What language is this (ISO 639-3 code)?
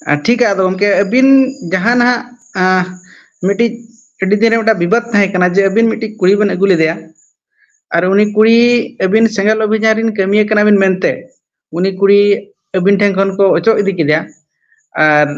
sat